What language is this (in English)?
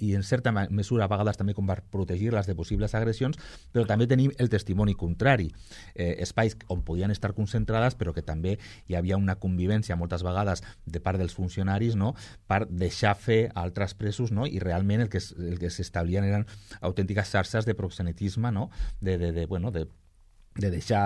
Catalan